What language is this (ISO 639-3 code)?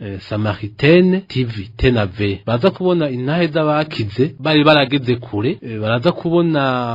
run